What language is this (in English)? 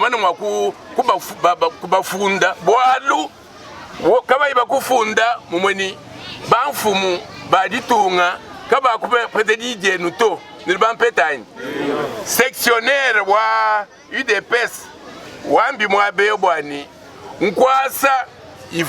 Luba-Lulua